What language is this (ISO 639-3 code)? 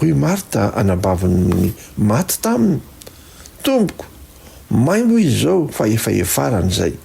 mlg